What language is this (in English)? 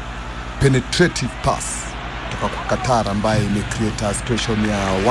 Swahili